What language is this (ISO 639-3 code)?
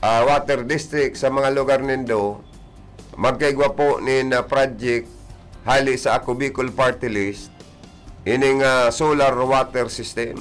bik